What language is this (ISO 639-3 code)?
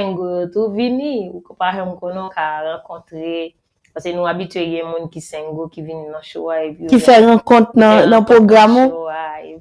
hat